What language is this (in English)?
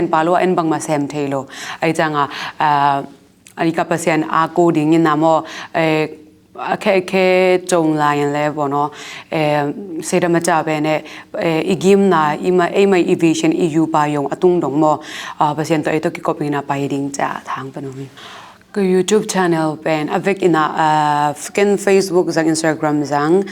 Tedim Chin